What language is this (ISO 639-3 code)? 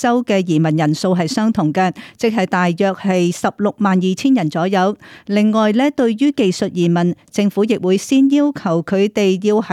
yue